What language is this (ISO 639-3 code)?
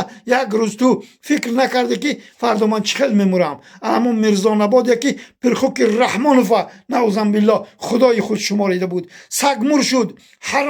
tgk